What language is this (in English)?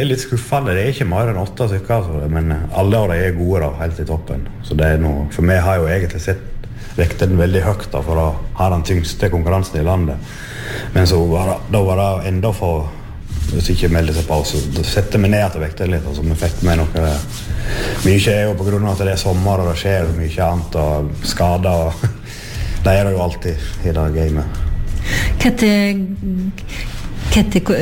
Norwegian